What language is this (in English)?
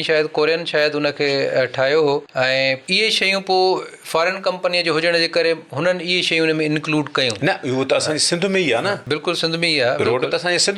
Sindhi